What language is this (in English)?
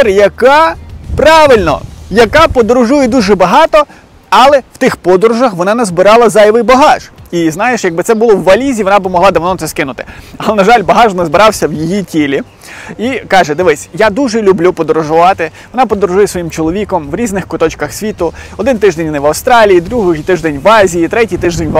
Ukrainian